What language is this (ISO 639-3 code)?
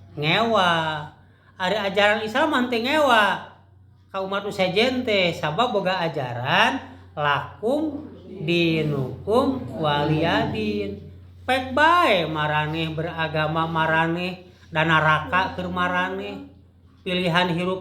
sun